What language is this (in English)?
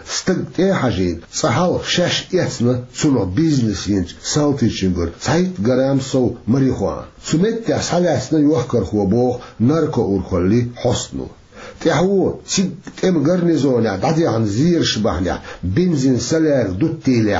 Chechen